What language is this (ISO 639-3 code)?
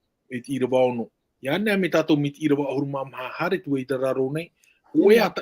tah